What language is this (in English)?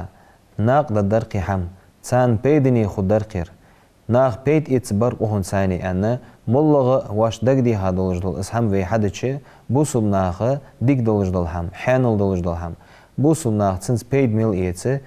Ingush